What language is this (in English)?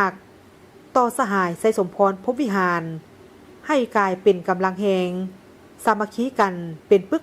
Lao